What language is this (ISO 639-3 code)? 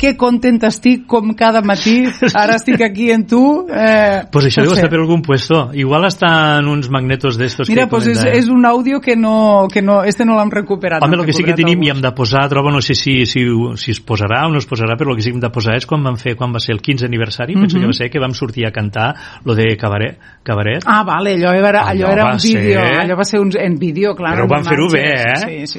cat